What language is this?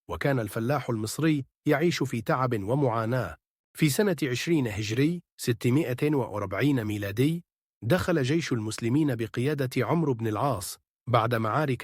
Egyptian Arabic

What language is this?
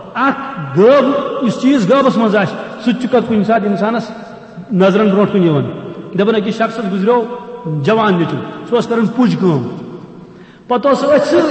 Kashmiri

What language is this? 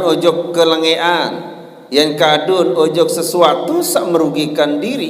Sasak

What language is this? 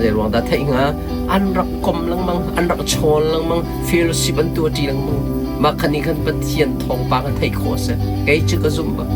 Hakha Chin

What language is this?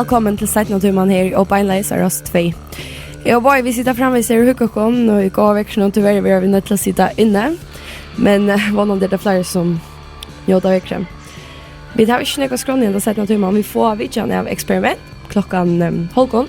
Faroese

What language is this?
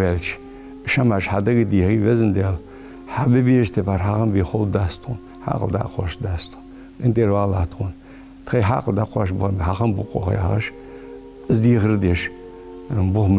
Ingush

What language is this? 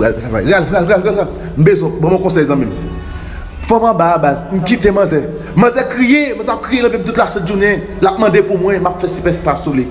Haitian Creole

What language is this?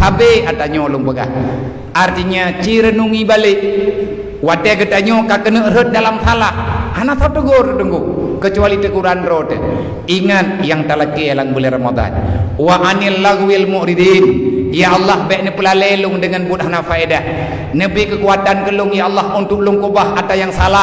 Achinese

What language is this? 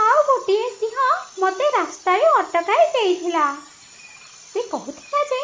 Odia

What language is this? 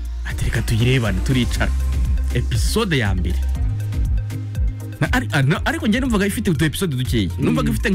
Kinyarwanda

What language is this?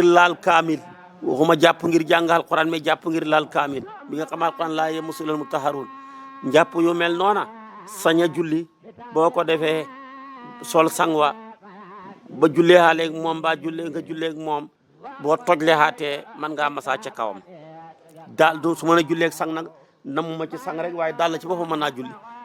Wolof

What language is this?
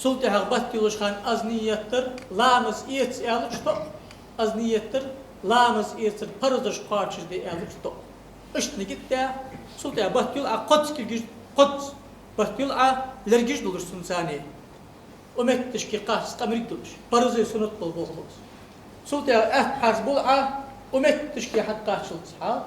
Ingush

